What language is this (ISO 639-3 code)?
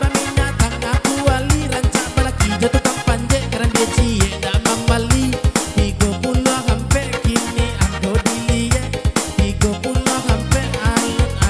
min